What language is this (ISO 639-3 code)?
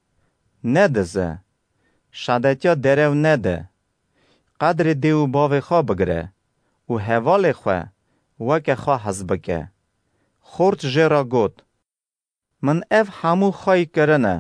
kur